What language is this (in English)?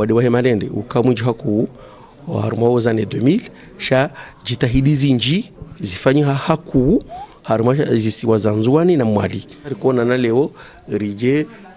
Ngazidja Comorian